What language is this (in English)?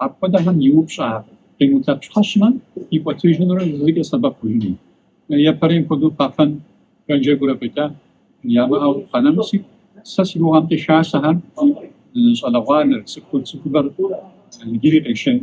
Kabardian